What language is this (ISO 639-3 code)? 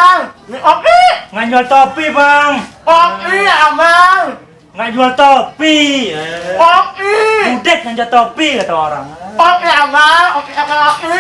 bew